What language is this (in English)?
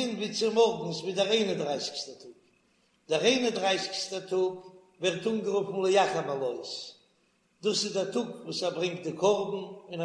Yiddish